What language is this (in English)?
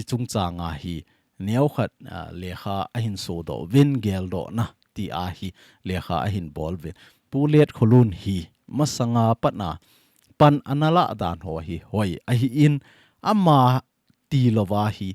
Thado Chin